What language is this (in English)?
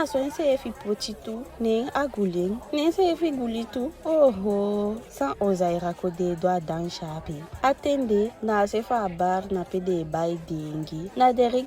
Eastern Maroon Creole